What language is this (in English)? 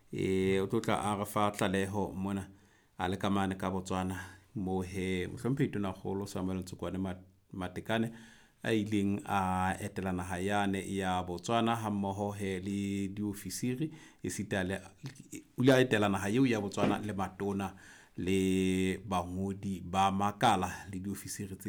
Southern Sotho